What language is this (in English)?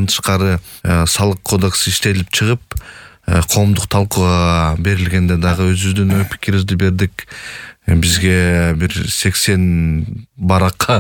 Kyrgyz